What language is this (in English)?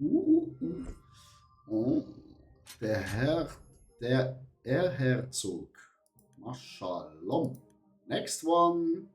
Swiss German